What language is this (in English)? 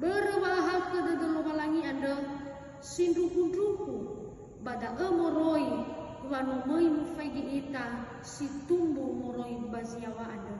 Nias